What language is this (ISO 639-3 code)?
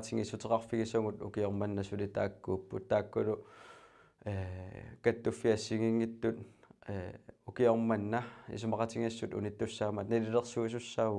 kal